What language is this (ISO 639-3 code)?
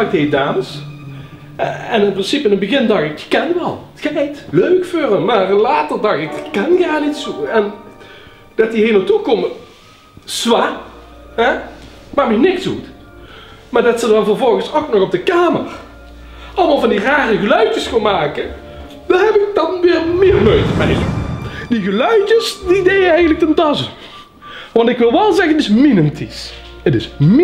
lim